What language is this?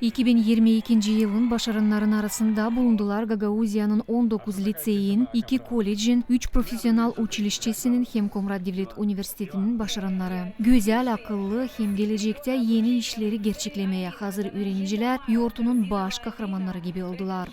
Gagauz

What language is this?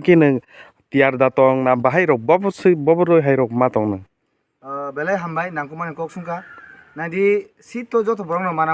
Kok Borok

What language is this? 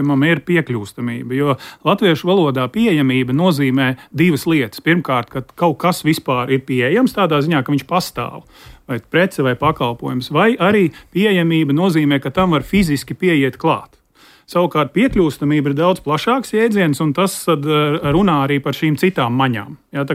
Latvian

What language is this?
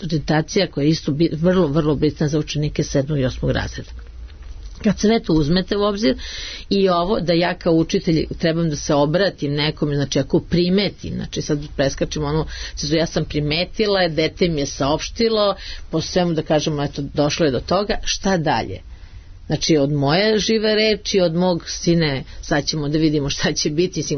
Serbian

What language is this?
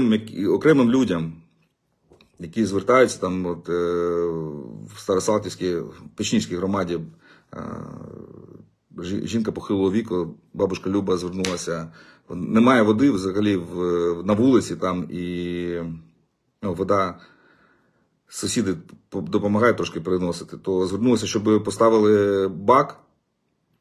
Ukrainian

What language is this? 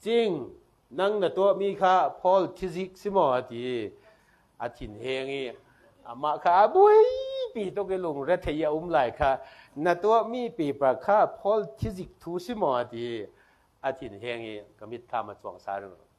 Falam Chin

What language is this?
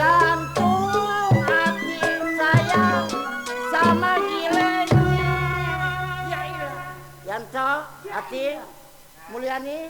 Betawi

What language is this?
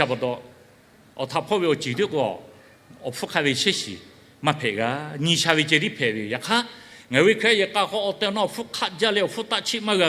Lahu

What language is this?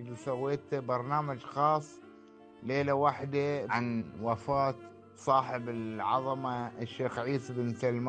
Gulf Arabic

